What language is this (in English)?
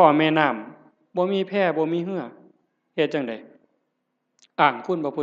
Northeastern Thai